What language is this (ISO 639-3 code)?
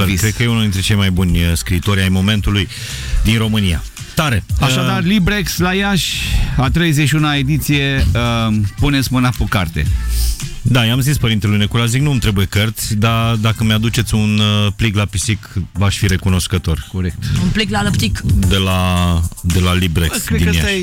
ron